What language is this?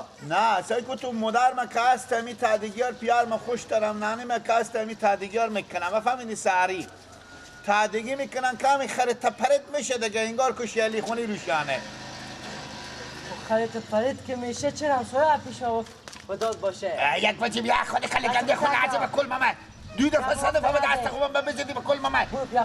Persian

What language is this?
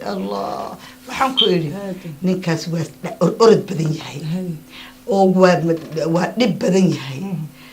Somali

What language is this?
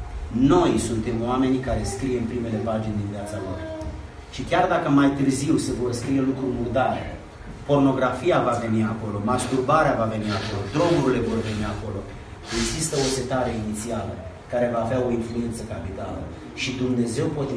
Romanian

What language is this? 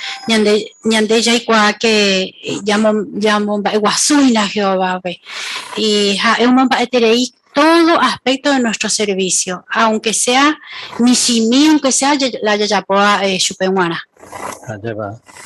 Guarani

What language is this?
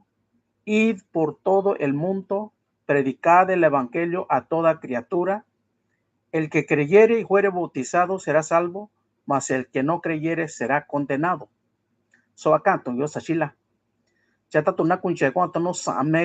Mixtepec Mixtec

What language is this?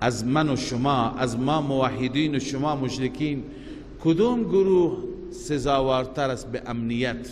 Persian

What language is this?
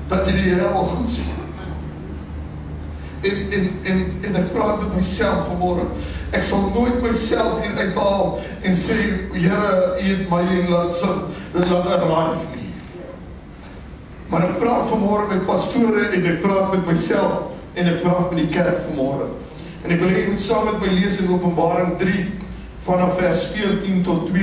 Afrikaans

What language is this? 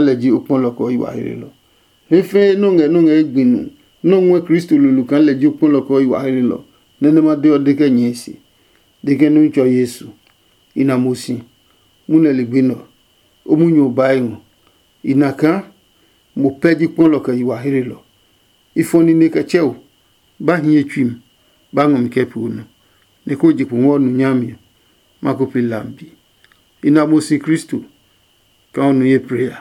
Adangme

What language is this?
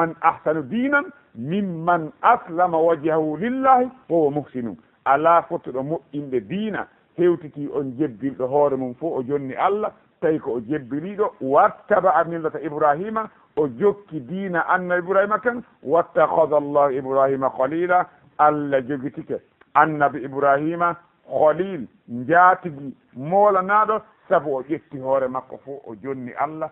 Fula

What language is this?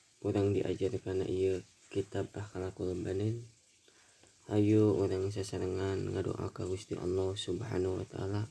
Sundanese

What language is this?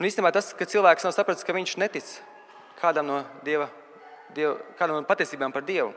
Latvian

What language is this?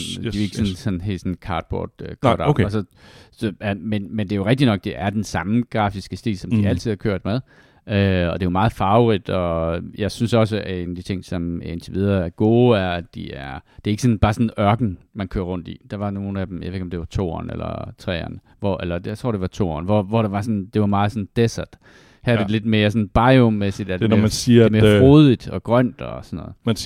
Danish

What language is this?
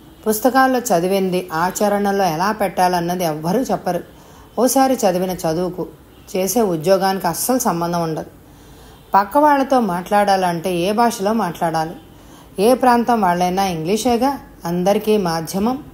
Telugu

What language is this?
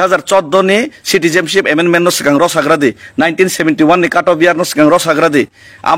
Kok Borok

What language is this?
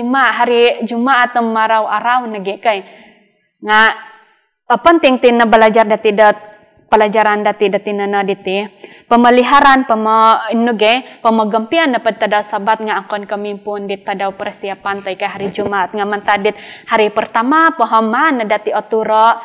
Central Dusun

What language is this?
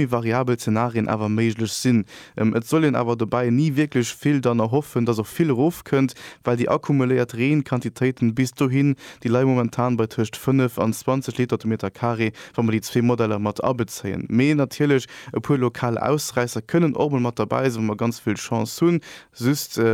Luxembourgish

